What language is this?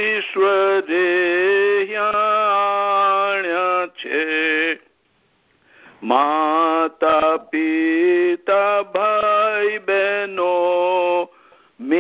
Gujarati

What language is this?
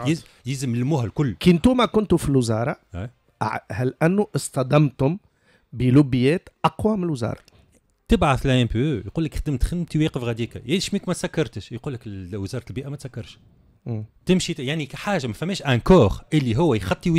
Tunisian Arabic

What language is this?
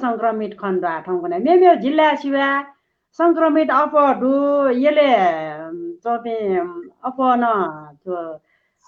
Newari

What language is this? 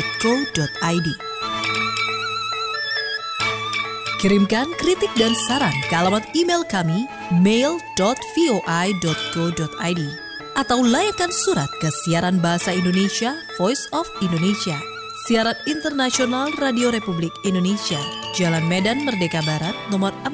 Indonesian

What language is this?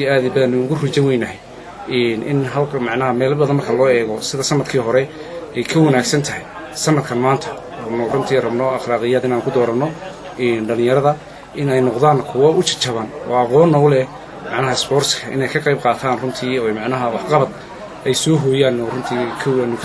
Somali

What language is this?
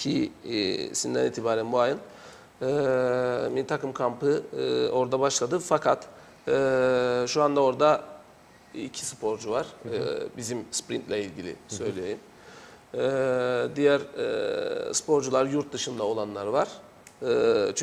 Turkish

